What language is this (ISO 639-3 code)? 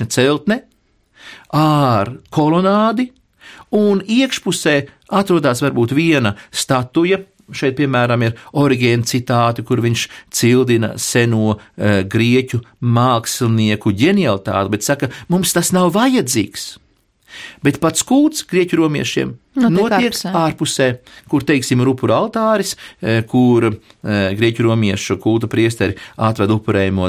lav